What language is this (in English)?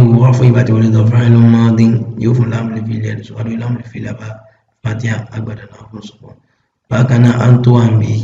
Yoruba